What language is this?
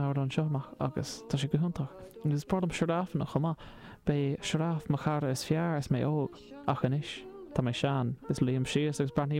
Irish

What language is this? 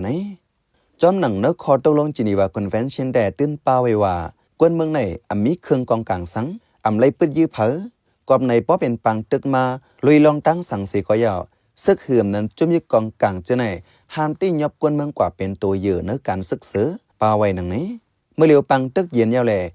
Shan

